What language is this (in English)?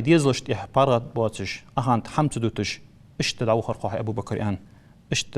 Ingush